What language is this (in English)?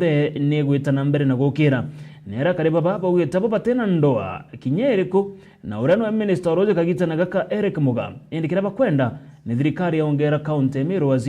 Meru